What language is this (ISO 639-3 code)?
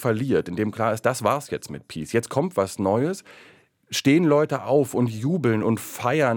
deu